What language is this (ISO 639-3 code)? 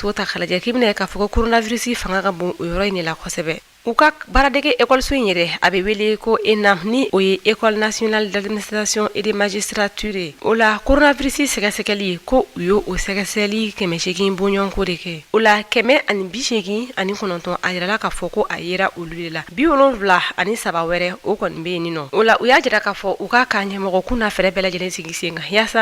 bam